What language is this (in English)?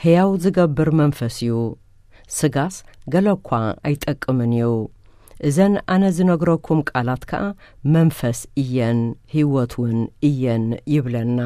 Tigrinya